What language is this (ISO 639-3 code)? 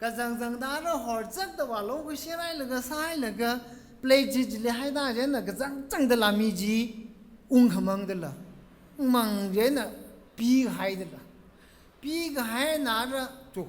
nmf